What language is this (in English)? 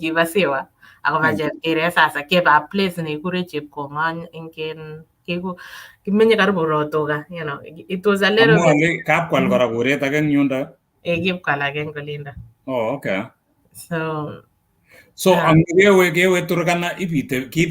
Kalenjin